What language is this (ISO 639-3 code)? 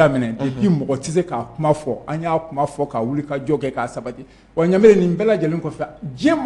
bam